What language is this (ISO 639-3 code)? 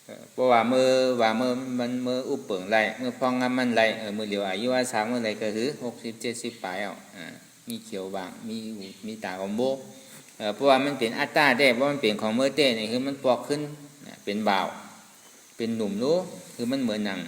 shn